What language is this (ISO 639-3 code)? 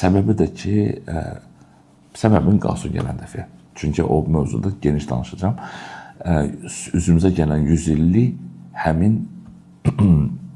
aze